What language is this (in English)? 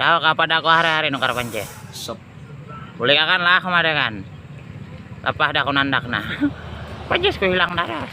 Banjar